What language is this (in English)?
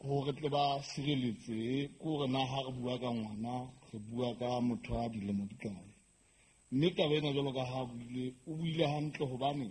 Southern Sotho